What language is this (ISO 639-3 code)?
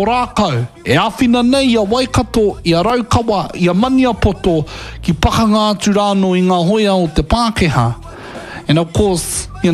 mri